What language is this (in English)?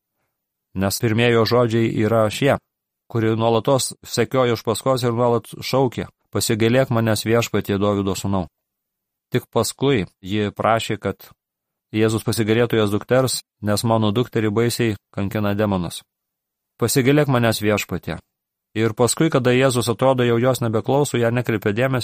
Lithuanian